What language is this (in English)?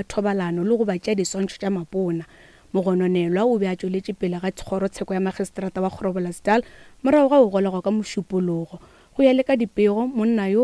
Northern Sotho